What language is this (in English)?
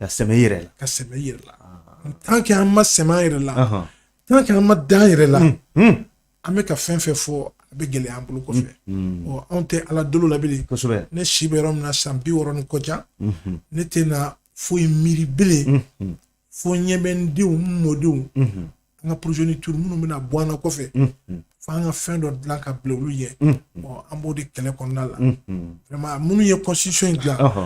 Bambara